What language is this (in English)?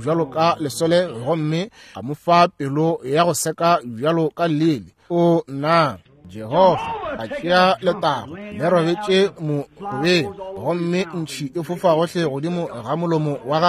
Northern Sotho